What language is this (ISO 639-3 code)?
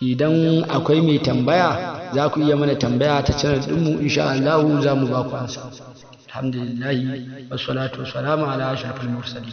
hau